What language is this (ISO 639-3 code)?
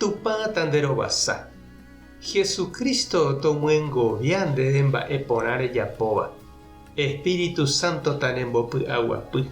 grn